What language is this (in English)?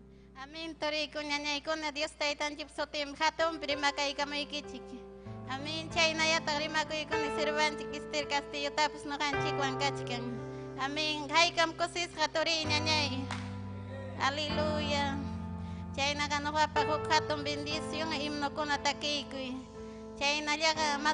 Ayacucho Quechua